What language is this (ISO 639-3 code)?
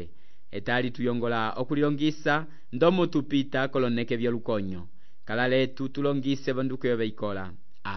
umb